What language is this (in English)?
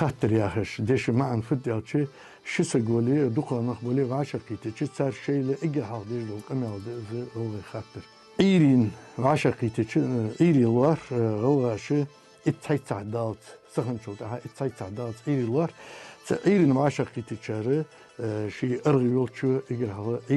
Ingush